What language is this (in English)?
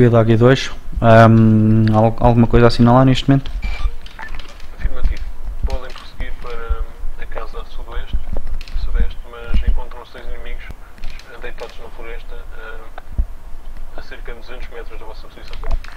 Portuguese